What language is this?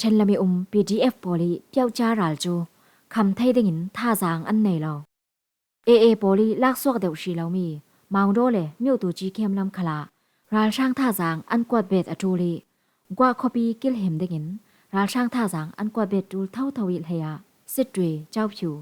Falam Chin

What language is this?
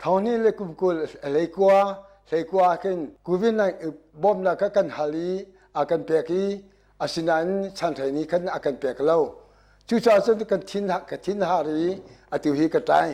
Hakha Chin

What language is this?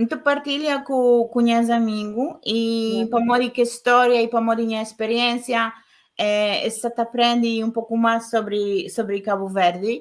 Kabuverdianu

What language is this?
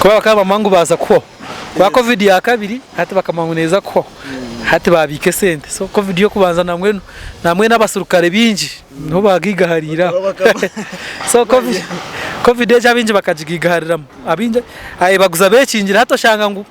Nyankole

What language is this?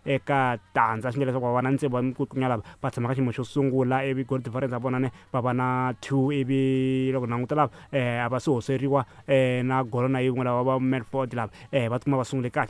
Tsonga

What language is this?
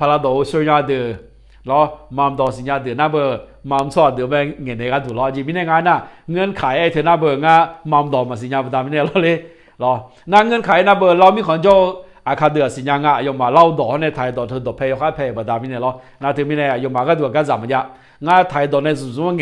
Akha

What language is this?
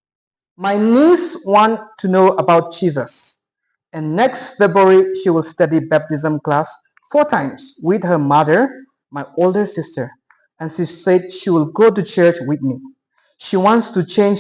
Tangkhul Naga (India)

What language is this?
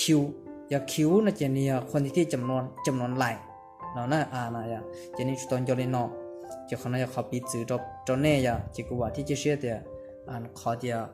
Hmong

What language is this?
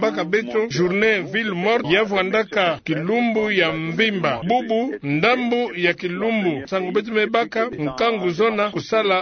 Kituba (Democratic Republic of Congo)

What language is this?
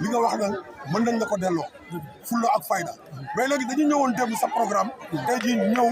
Wolof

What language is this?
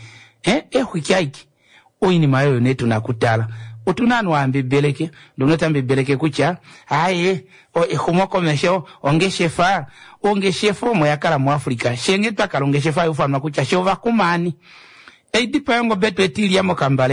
Kuanyama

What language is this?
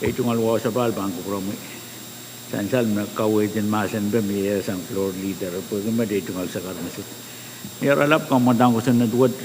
Pohnpeian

